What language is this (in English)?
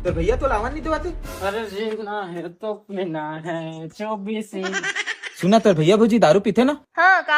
Chhattisgarhi